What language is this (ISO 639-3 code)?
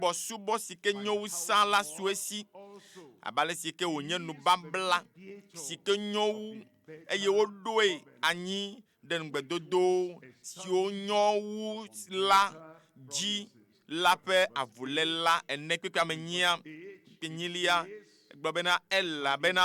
ewe